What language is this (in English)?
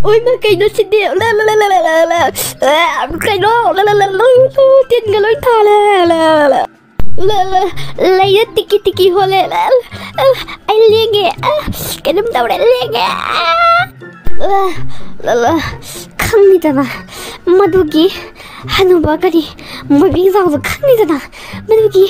Manipuri